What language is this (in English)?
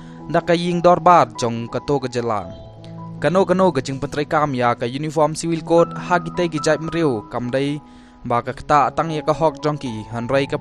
Khasi